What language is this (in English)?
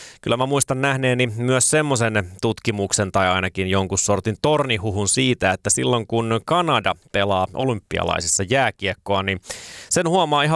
Finnish